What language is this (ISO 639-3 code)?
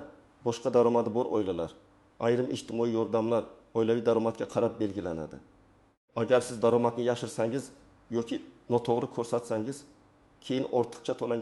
uzb